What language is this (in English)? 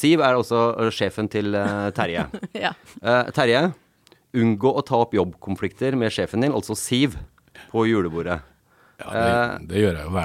Norwegian